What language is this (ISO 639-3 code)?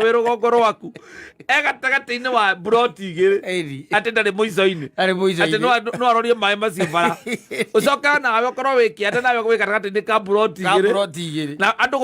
kik